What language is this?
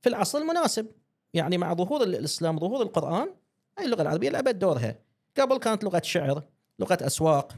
Gulf Arabic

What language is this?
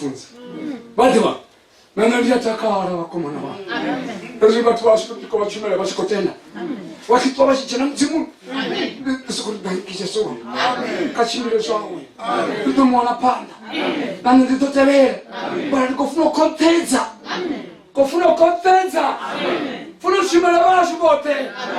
Venda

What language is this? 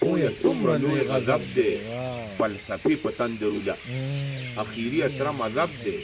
Pashto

